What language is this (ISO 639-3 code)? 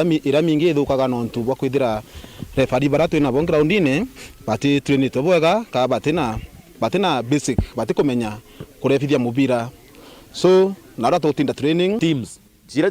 mer